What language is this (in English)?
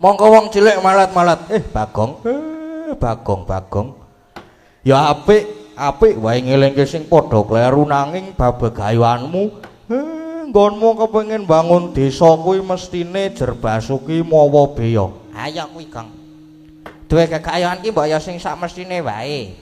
Javanese